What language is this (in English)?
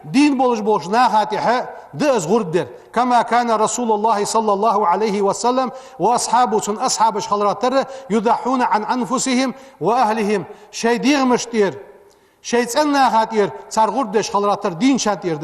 Ingush